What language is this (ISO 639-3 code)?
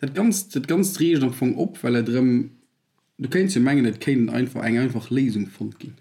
ltz